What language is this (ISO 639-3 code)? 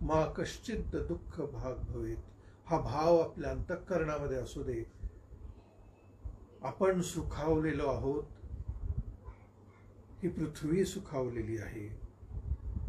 mar